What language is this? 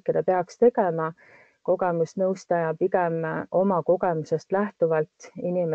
Estonian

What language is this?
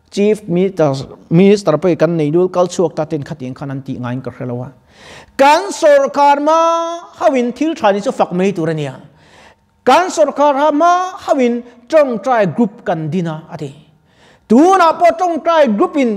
Mizo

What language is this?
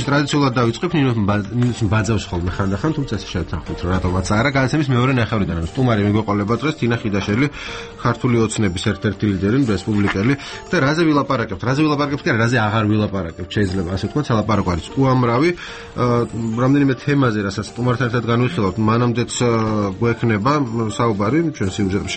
Georgian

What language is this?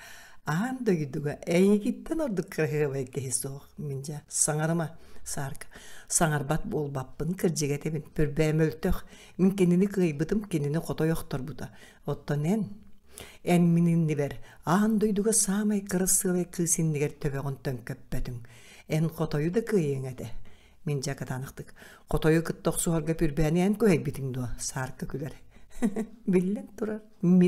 Yakut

